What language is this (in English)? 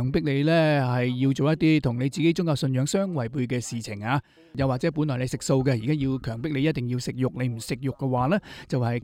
Cantonese